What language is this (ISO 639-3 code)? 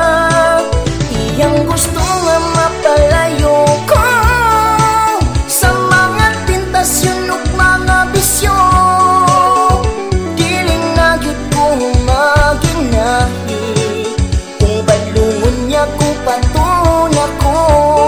ceb